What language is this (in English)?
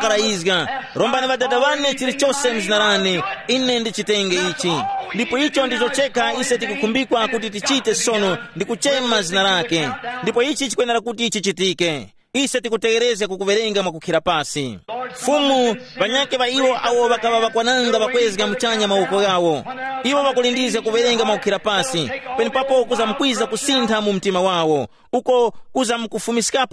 Tumbuka